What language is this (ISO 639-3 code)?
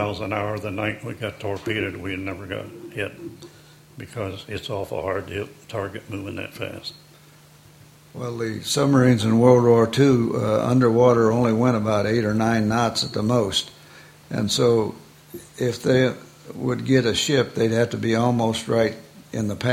eng